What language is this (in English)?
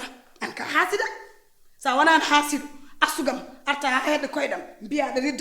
Fula